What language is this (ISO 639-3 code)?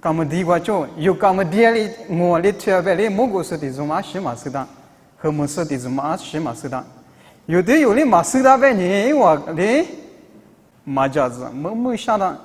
lis